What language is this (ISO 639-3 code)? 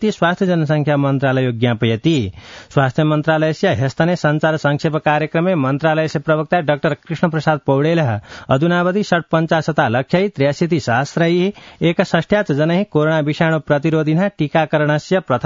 san